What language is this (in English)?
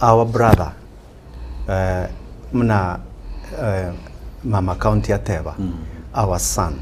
Gusii